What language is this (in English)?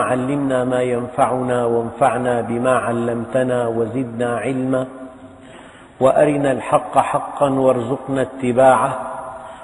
Arabic